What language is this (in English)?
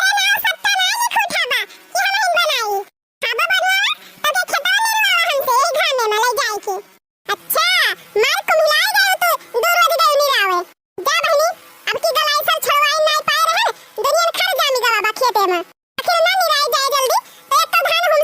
Awadhi